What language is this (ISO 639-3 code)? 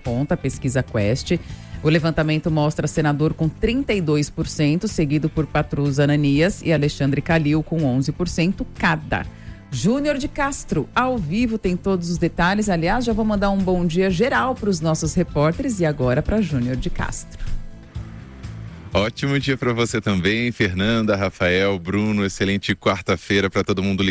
por